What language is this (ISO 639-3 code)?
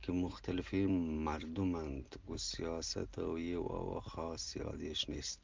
bgp